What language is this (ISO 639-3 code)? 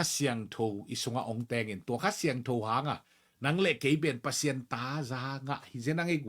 ctd